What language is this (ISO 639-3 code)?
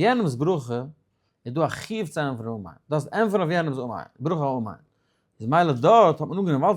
yid